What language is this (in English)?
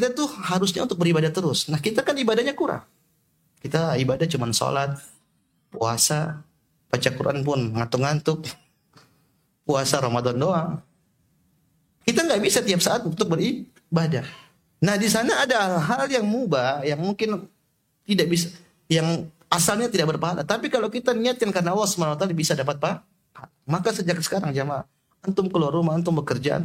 Indonesian